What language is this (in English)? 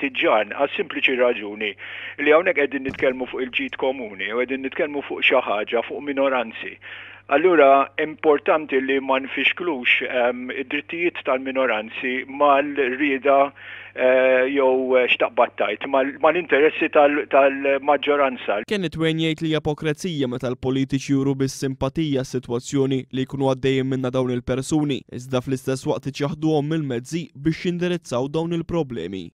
Maltese